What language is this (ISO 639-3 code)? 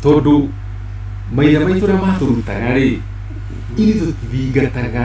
kik